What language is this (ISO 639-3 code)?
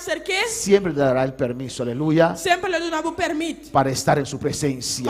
pap